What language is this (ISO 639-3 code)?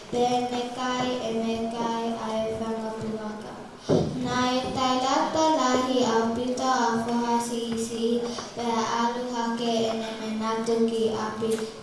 ton